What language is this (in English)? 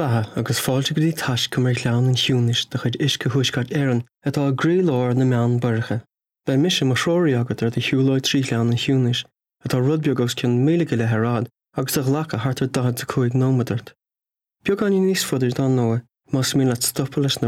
Irish